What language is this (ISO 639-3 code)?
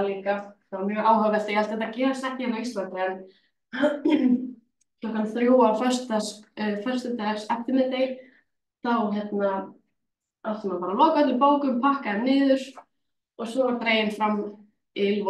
isl